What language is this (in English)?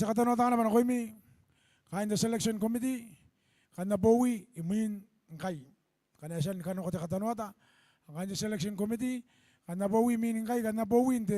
Gilbertese